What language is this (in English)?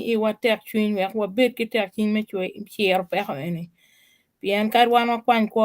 Acoli